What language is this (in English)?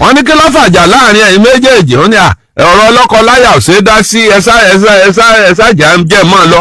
Yoruba